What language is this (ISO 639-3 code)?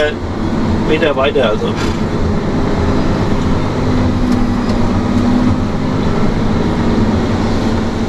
deu